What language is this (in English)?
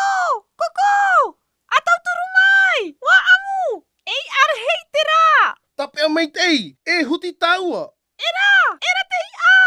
Tahitian